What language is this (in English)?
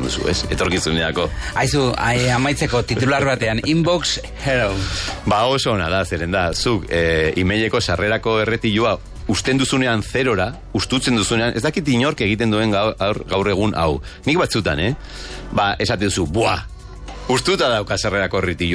Basque